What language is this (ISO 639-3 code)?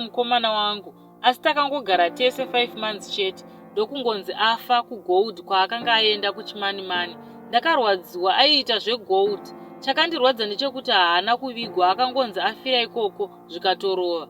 sna